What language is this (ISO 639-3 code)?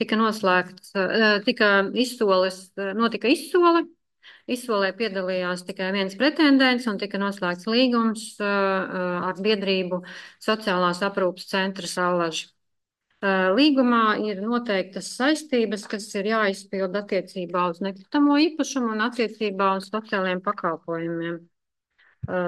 lav